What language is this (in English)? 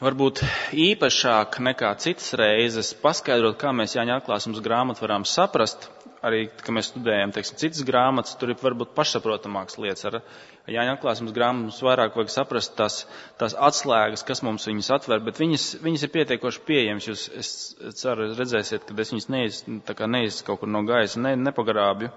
Latvian